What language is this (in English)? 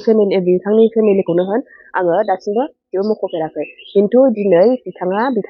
Bodo